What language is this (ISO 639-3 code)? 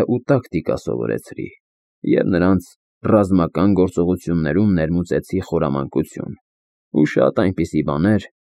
hye